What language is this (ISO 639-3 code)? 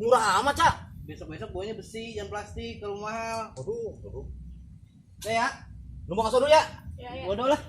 bew